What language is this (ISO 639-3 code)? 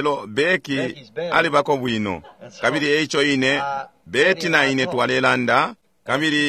bem